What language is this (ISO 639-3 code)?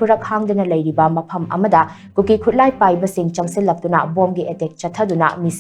mni